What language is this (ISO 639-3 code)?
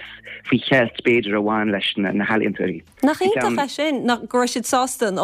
gle